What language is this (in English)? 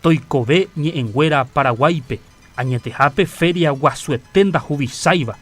Guarani